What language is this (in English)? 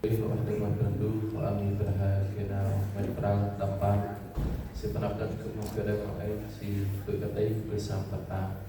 Central Mnong